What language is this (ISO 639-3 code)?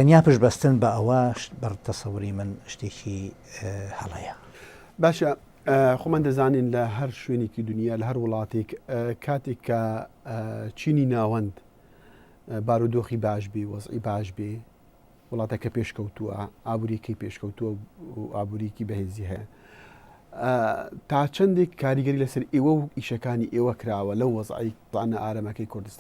ckb